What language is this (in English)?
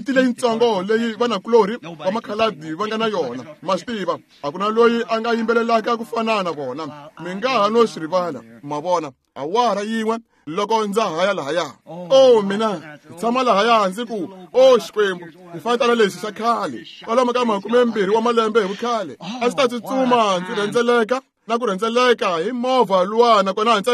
Tsonga